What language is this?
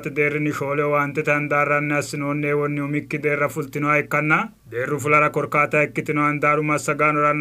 Sidamo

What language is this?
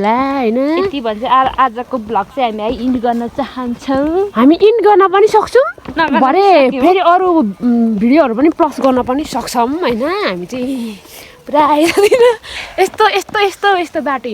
Nepali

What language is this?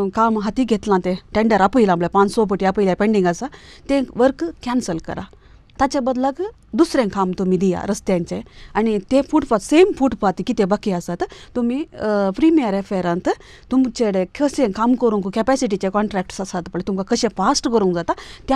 Konkani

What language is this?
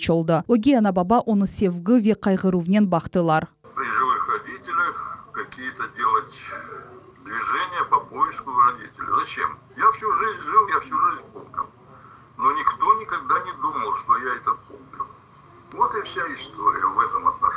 Crimean Tatar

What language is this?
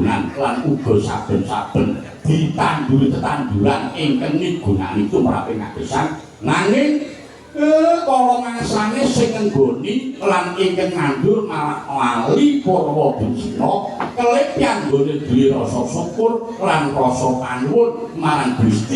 Javanese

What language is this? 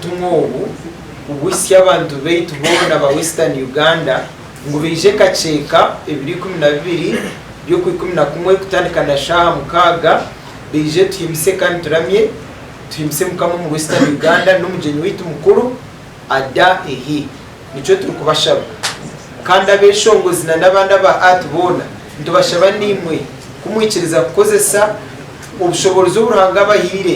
Nyankole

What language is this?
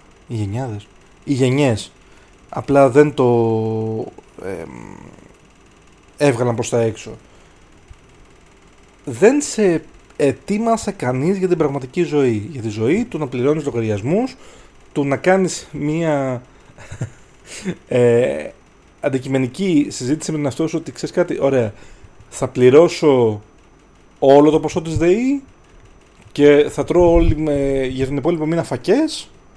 Greek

